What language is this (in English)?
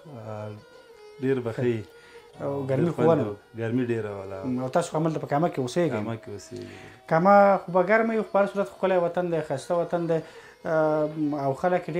Pashto